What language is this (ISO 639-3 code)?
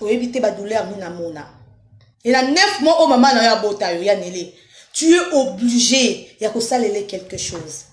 lin